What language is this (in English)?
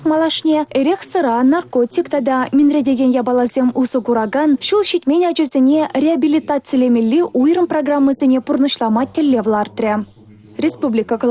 Chuvash